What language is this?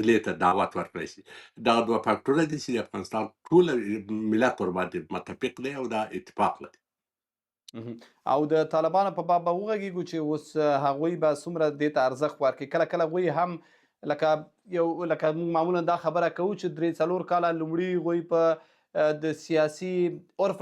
Pashto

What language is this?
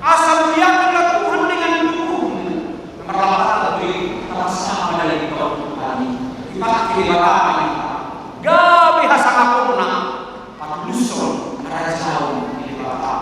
Batak Toba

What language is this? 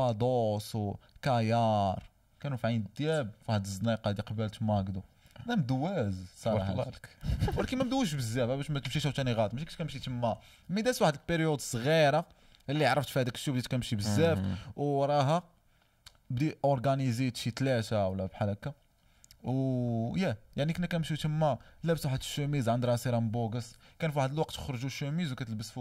Moroccan Arabic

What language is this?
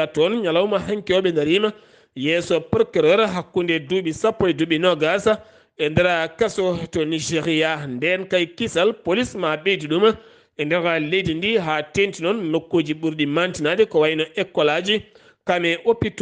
Fula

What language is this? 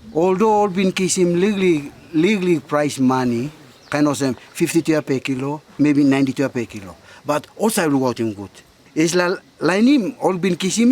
Tok Pisin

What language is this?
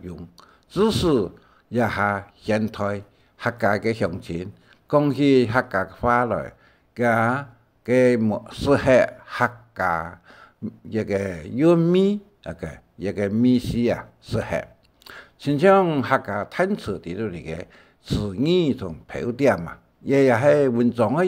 Hakka Chinese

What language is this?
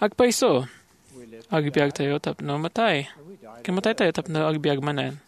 Iloko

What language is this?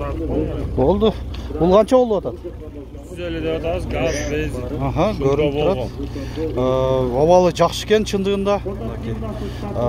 Kyrgyz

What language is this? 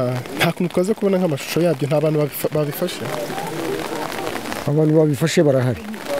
Kinyarwanda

